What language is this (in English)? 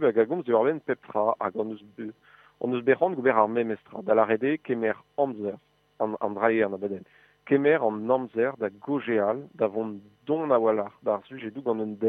Breton